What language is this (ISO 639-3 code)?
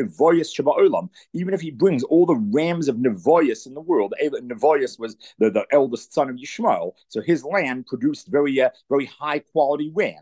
eng